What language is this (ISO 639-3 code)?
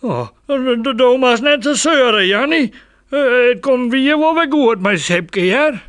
fry